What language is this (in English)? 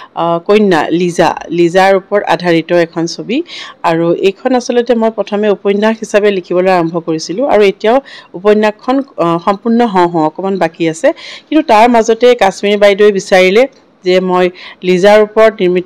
Assamese